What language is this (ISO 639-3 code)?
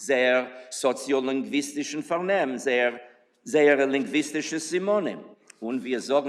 yid